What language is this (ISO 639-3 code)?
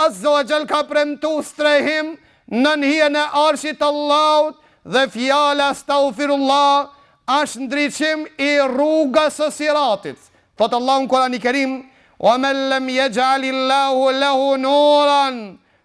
sqi